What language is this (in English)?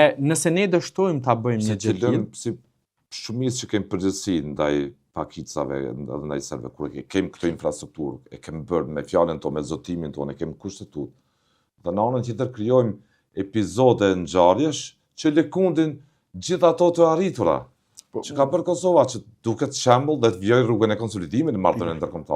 Albanian